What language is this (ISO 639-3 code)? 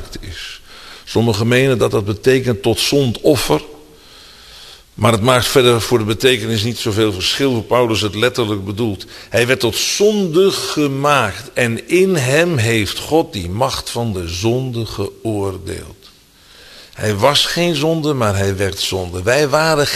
nld